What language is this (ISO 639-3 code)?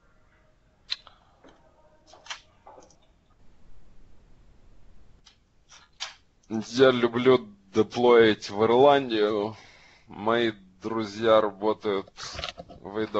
rus